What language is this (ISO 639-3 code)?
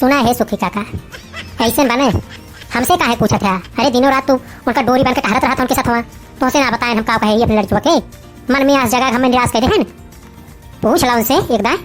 awa